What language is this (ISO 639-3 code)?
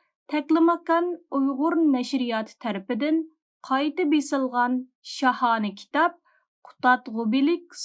uig